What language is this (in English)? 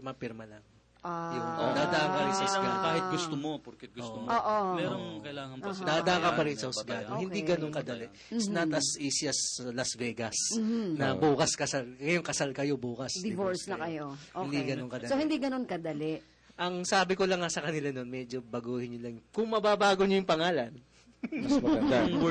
Filipino